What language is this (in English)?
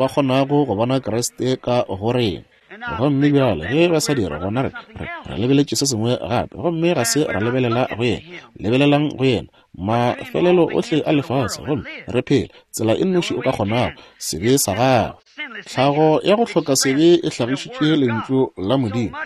Northern Sotho